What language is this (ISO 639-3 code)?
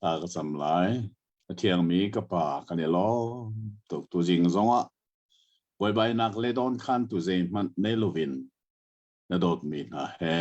cnh